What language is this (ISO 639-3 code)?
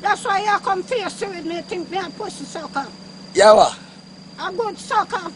jam